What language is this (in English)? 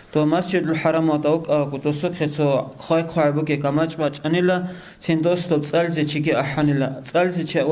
Avaric